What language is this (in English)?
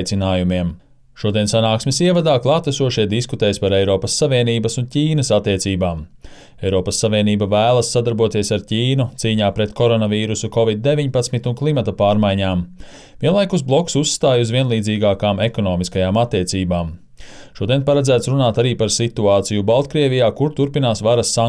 Latvian